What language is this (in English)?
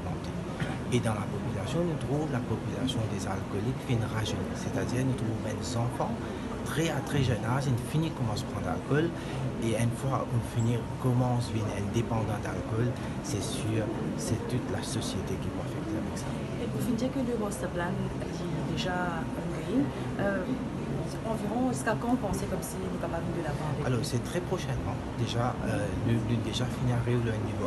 Morisyen